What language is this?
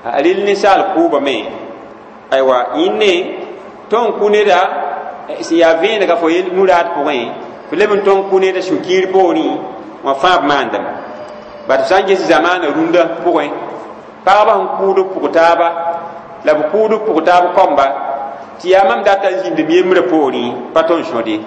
Mossi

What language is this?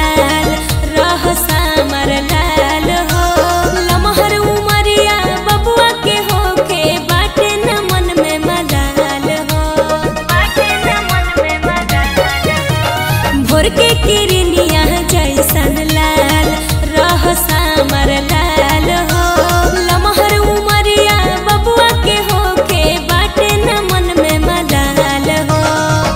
Bhojpuri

